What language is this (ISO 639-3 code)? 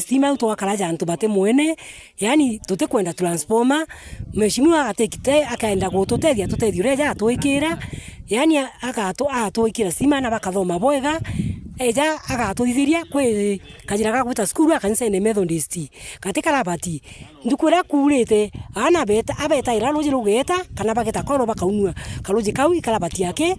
mer